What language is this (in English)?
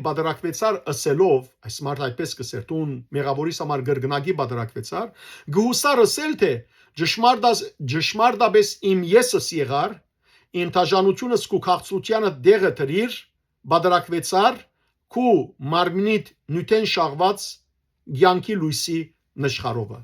Western Armenian